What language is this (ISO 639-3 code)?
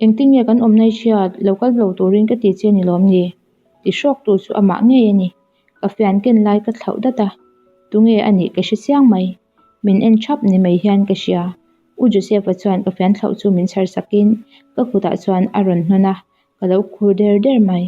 lus